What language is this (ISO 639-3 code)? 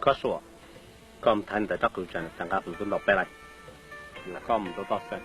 hmn